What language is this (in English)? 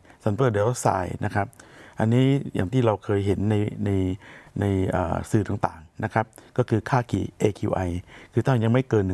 Thai